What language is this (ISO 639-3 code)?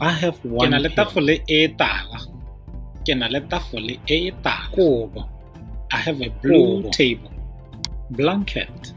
tsn